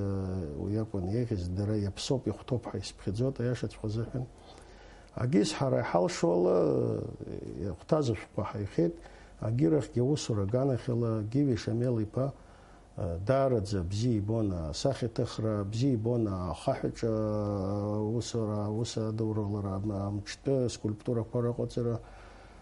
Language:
Abkhazian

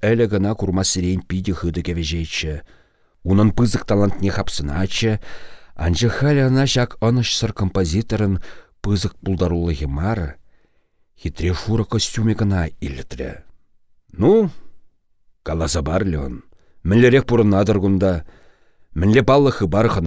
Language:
Chuvash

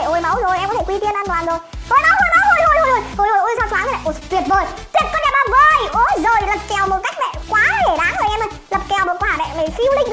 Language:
Vietnamese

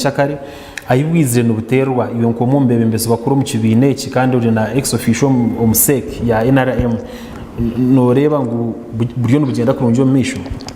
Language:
Nyankole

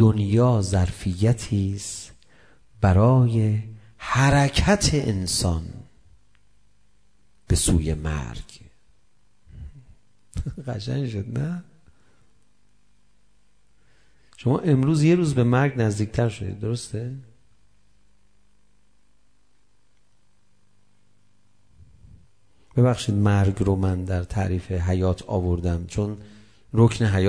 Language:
Persian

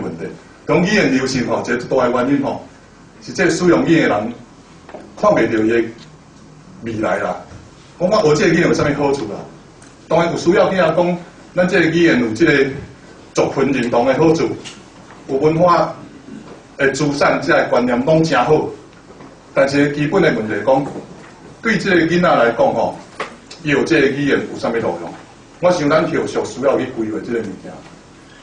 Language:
Min Nan Chinese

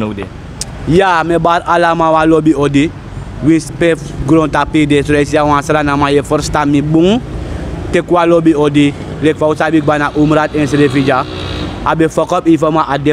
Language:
Sranan Tongo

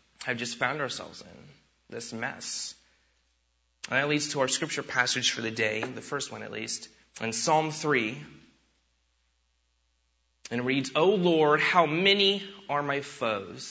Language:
English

